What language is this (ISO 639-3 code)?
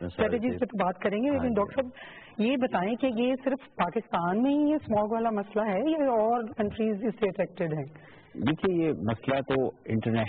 urd